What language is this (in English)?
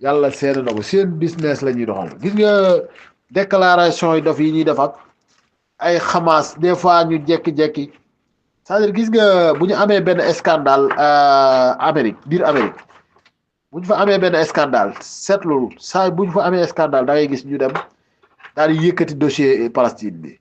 Wolof